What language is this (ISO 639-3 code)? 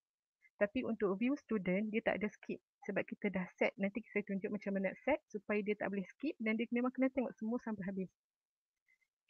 msa